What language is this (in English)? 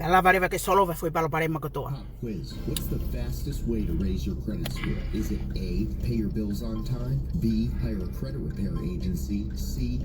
Tongan